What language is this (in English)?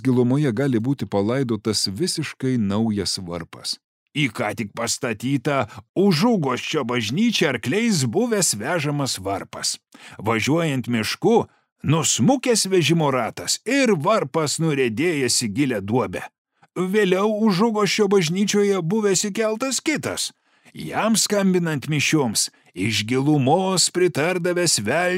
Lithuanian